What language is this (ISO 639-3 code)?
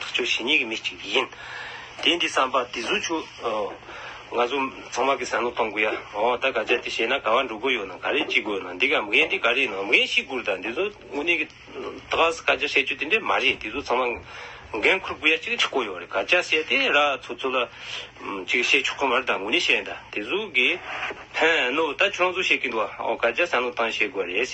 bod